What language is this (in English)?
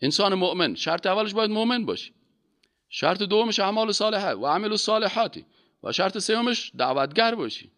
Persian